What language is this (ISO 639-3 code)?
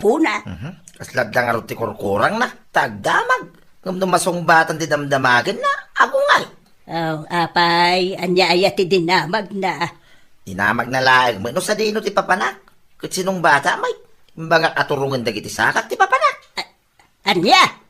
ilo